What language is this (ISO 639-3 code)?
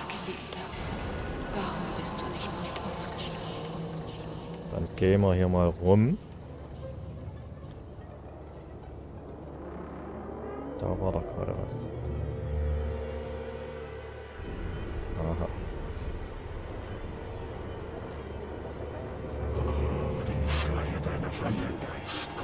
deu